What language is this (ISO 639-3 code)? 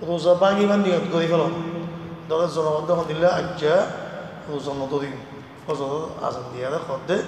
rhg